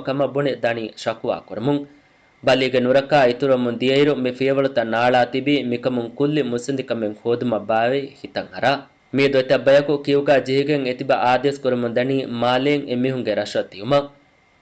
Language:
Divehi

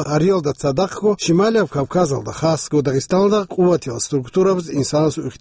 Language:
Avaric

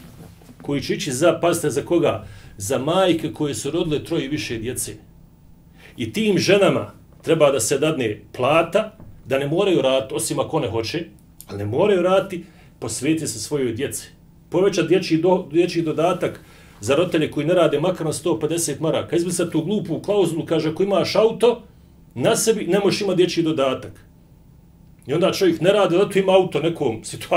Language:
Bosnian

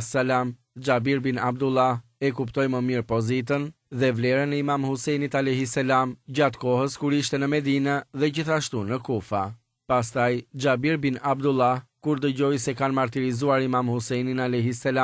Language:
Albanian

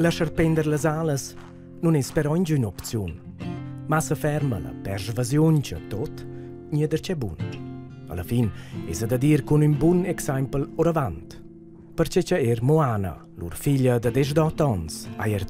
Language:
Romansh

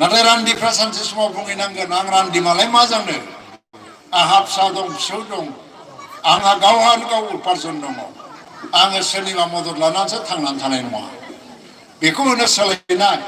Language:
Bodo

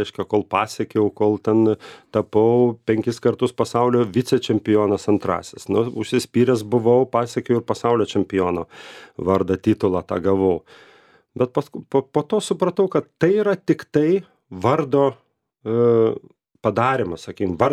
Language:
Lithuanian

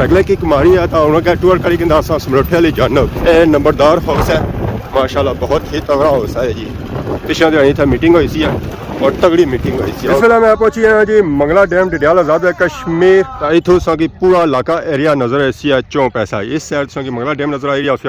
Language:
Pahari-Potwari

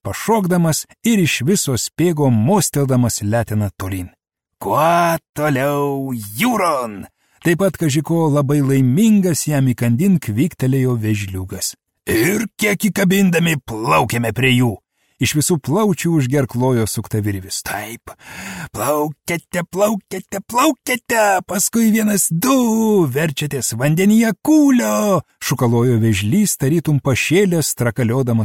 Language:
Lithuanian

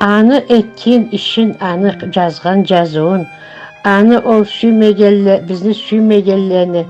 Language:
Karachay-Balkar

